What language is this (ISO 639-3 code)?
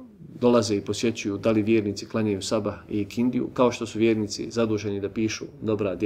bos